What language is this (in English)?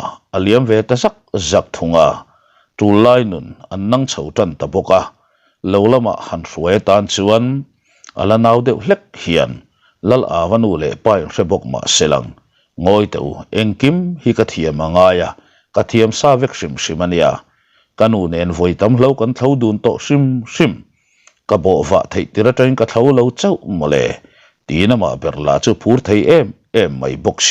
Mizo